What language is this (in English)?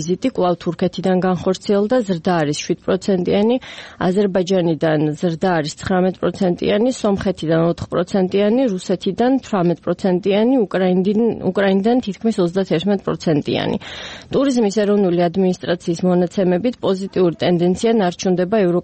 Georgian